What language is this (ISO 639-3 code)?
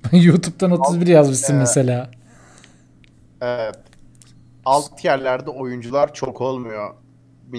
tur